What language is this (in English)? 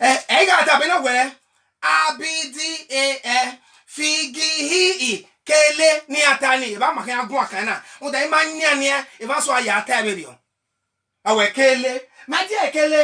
Bini